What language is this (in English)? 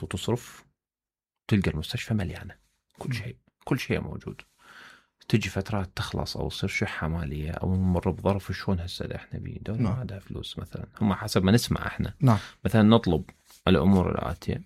Mesopotamian Arabic